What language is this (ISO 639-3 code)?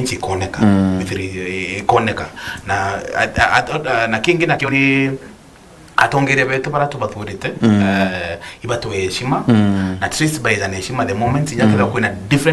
mer